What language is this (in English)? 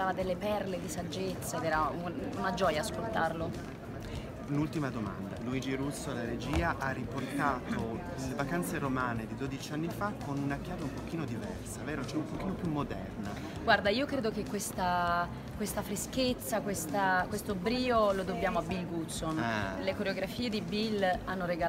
Italian